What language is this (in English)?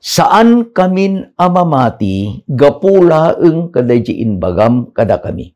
Iloko